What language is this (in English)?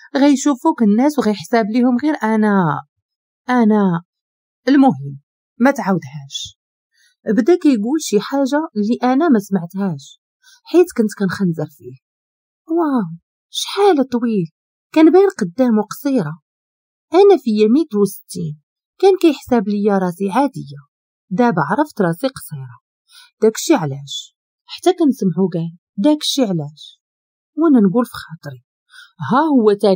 Moroccan Arabic